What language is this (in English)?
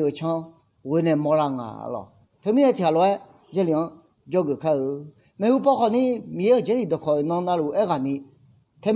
Akha